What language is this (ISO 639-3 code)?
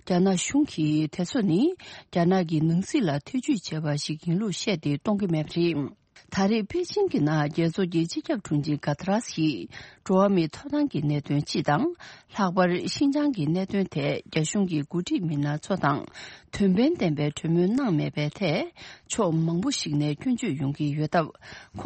bod